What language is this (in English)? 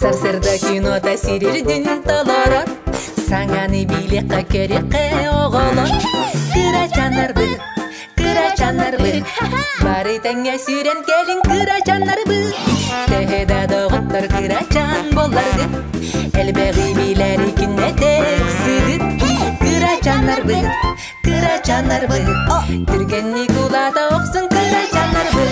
Yakut